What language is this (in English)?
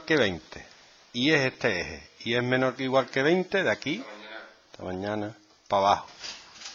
Spanish